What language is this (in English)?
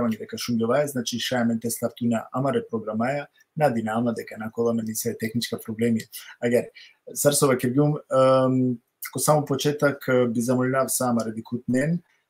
Balkan Romani